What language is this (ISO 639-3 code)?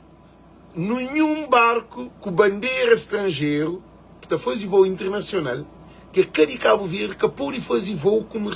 kea